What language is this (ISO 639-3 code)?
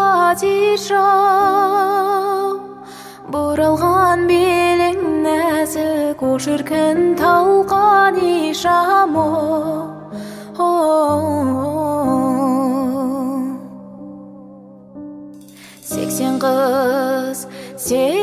kaz